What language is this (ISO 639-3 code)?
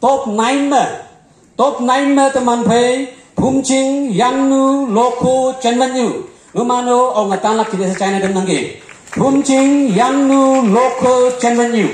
nbe